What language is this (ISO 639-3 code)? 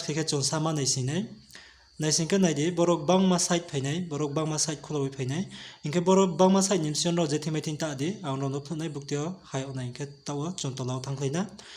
ria